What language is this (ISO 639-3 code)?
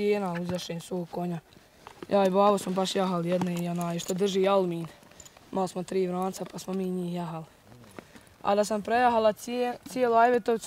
bos